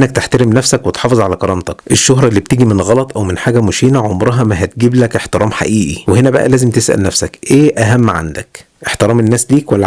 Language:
Egyptian Arabic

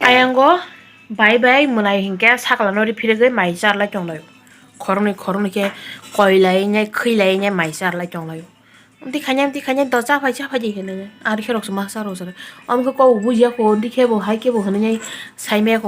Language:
Kok Borok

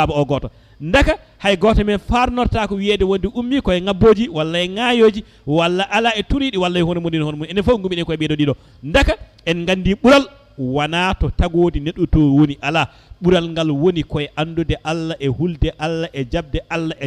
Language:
Fula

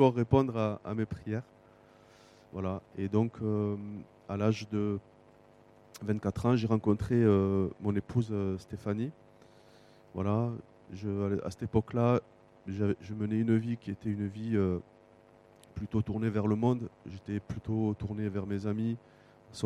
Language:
French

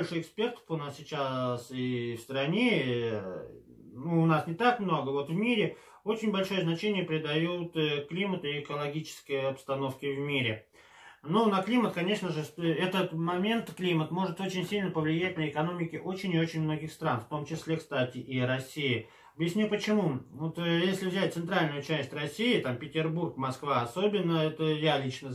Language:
Russian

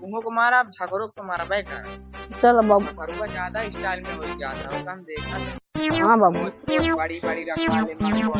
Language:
Awadhi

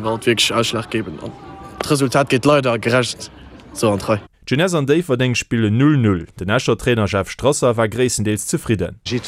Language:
Luxembourgish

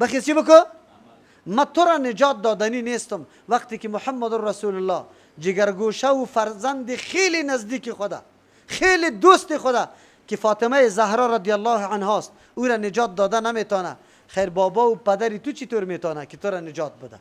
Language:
Persian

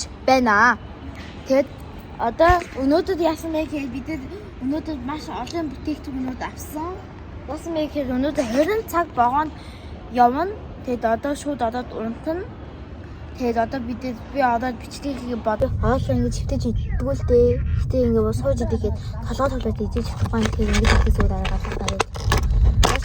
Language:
Mongolian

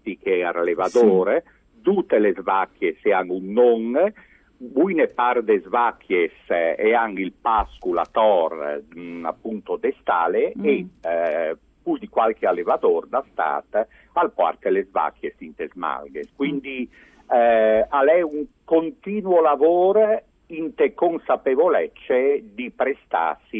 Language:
Friulian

